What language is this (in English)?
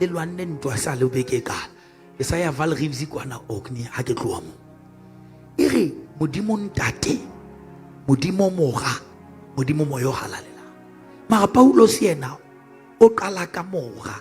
Southern Sotho